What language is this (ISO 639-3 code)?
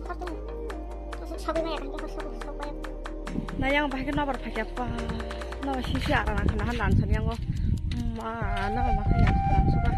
trp